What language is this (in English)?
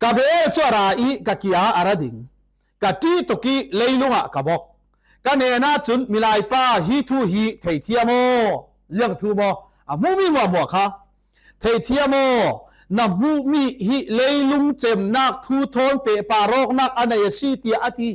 Falam Chin